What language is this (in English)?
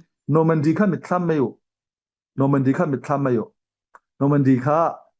Falam Chin